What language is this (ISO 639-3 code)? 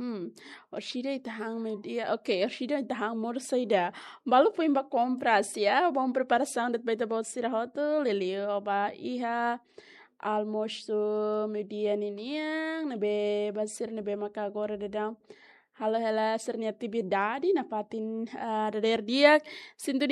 tet